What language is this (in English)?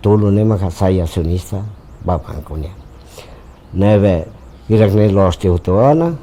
Tetum